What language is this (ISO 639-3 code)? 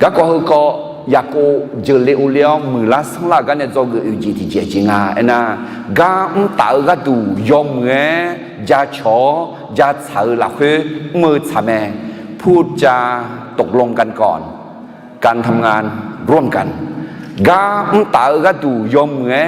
ahk